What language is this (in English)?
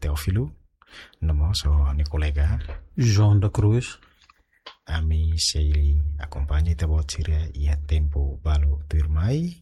Tetum